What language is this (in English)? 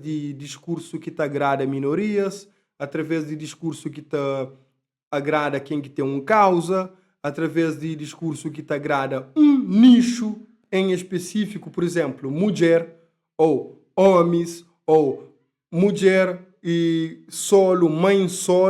Kabuverdianu